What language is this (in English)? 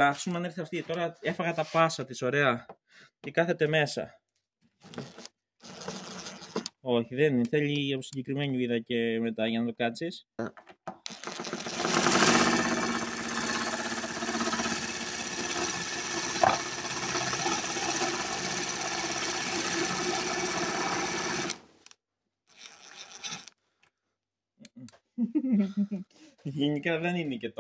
Greek